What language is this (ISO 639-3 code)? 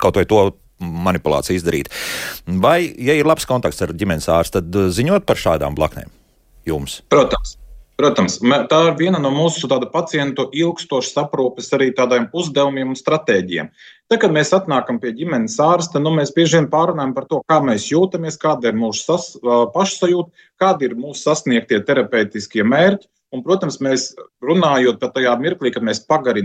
lav